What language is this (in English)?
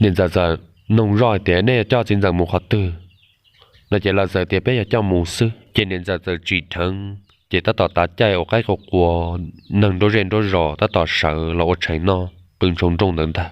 Hmong